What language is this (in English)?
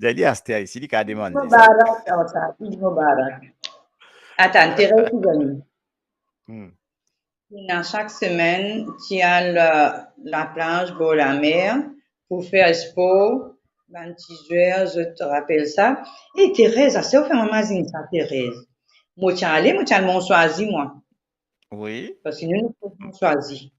Morisyen